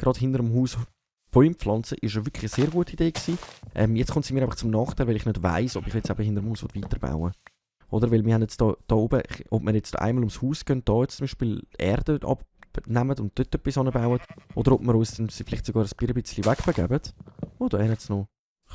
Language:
Swiss German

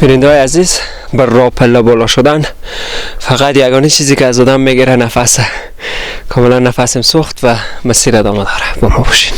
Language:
Persian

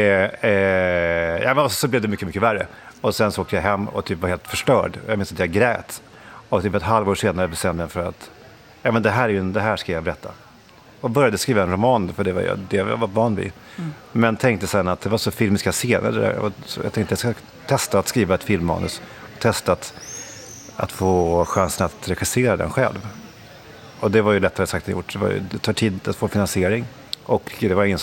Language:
Swedish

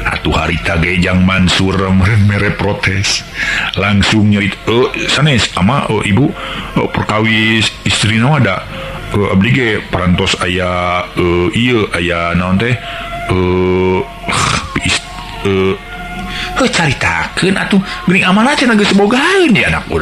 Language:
Sundanese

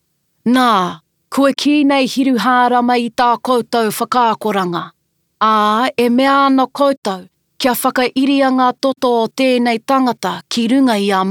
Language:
Māori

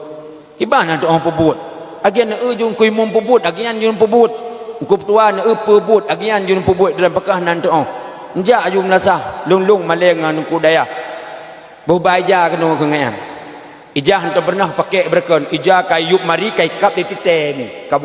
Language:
Achinese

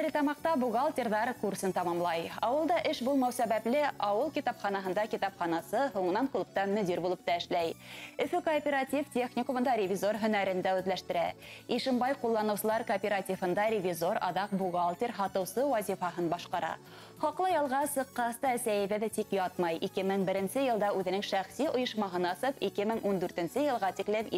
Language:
Bashkir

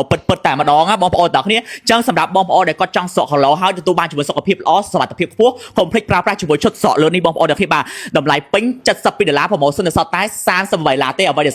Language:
Khmer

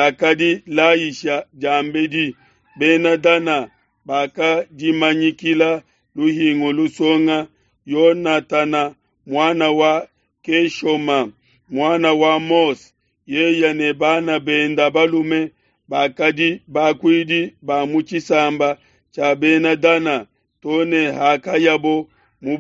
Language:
Luba-Lulua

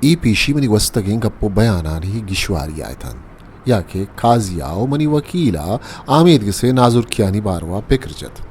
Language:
Eastern Balochi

